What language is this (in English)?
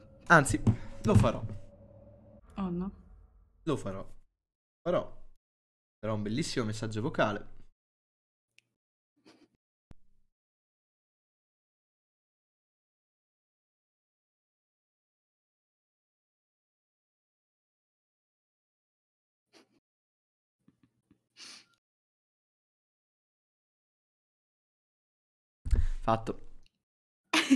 Italian